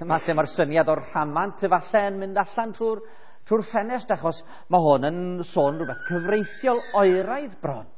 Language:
Welsh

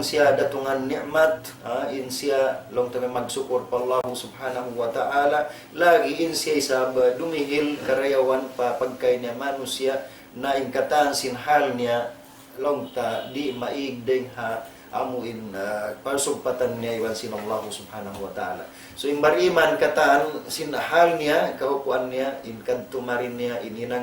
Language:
Tausug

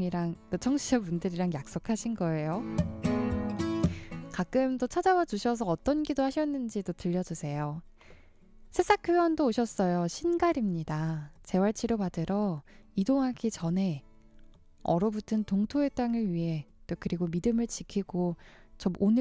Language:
Korean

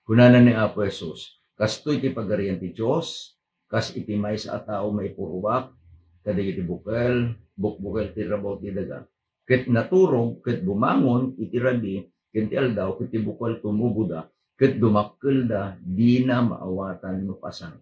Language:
Iloko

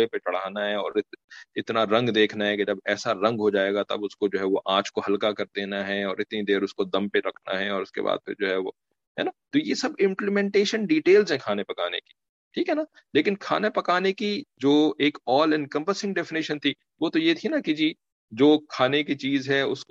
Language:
Urdu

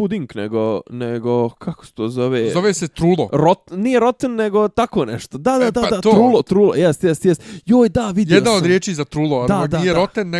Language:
Bosnian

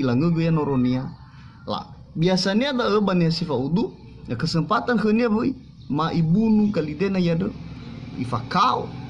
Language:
Nias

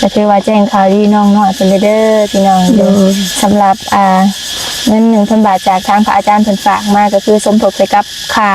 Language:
Lao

